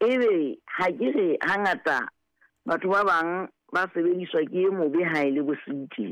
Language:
Southern Sotho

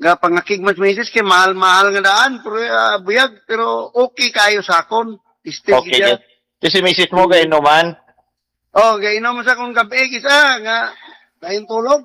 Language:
Cebuano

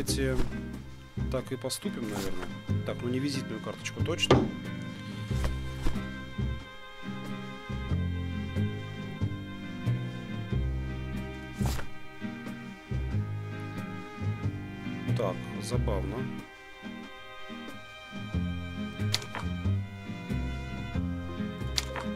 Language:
Russian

